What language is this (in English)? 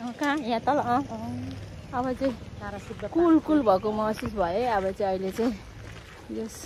Nepali